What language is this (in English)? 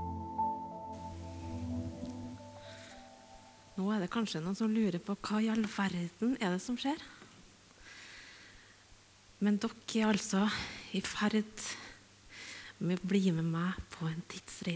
Norwegian